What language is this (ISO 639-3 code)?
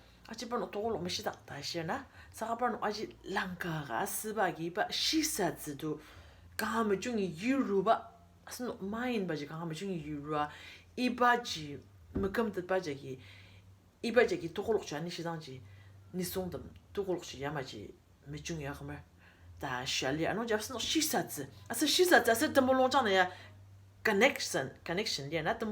njo